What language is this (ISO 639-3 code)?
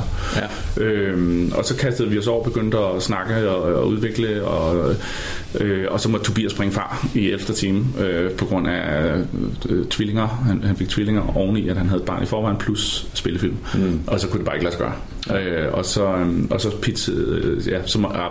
dan